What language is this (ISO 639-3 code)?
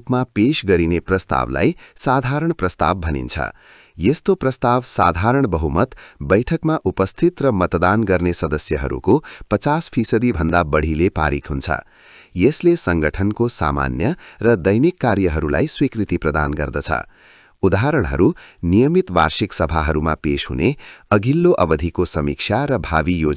nep